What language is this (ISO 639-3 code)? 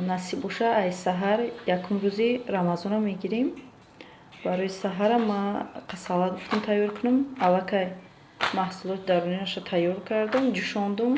tgk